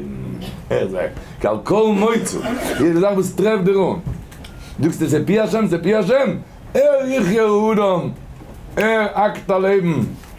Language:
Yiddish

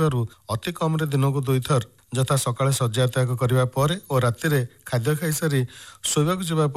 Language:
Odia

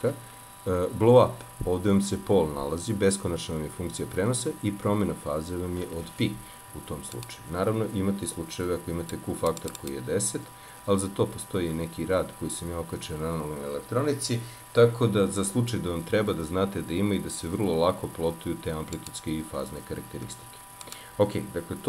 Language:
Serbian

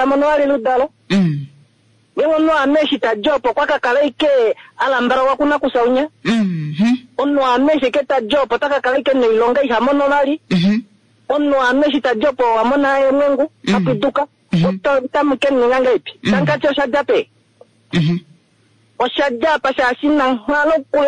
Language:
Kuanyama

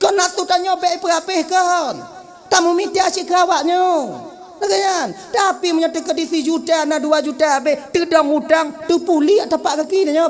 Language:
Achinese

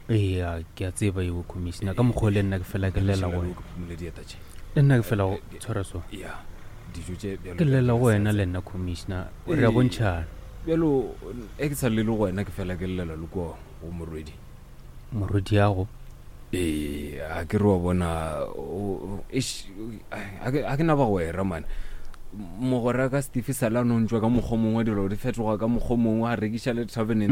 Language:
Northern Sotho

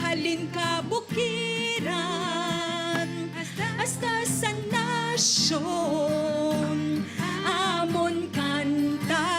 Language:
Hiligaynon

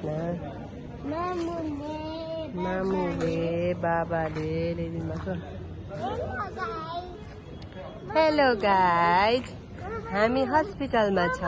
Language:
Nepali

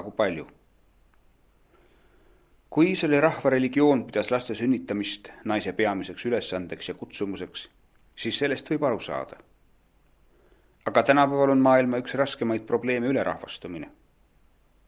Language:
Estonian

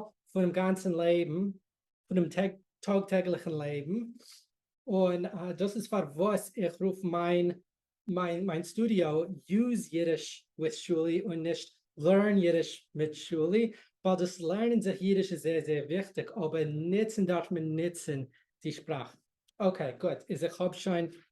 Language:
Yiddish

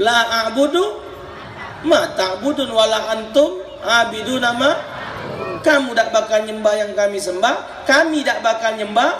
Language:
Musi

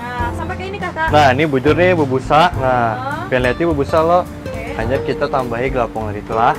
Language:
Banjar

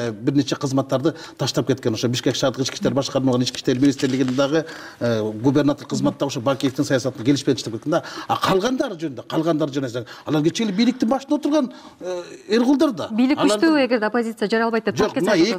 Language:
Kyrgyz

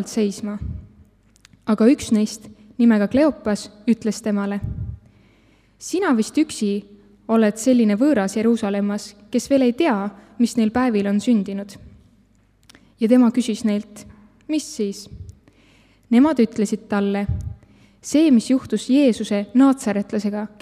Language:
Estonian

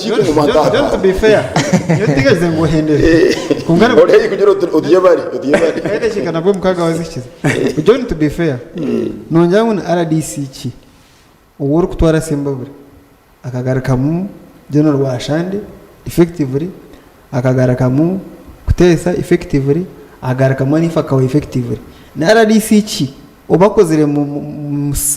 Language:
Nyankole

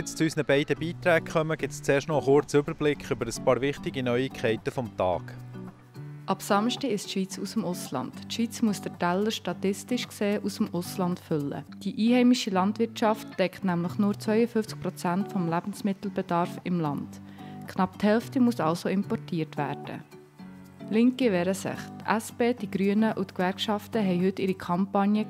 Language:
Swiss German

